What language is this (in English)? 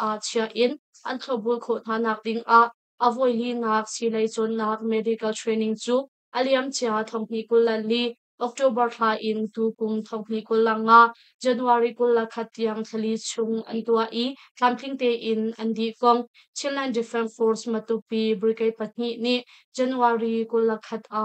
Hakha Chin